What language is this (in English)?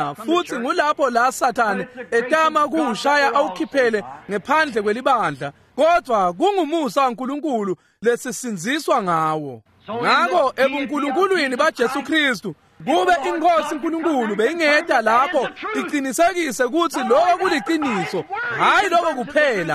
Swati